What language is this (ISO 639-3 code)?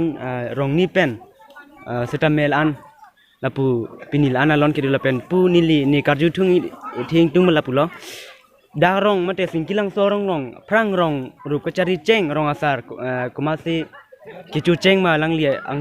mjw